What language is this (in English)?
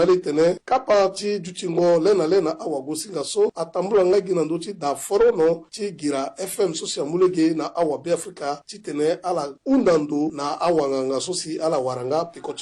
Sango